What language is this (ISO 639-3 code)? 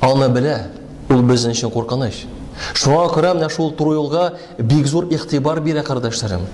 tat